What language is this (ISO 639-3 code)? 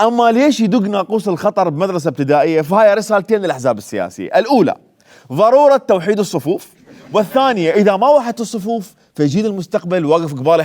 acm